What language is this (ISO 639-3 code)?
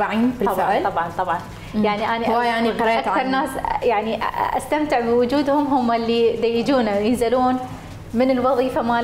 acm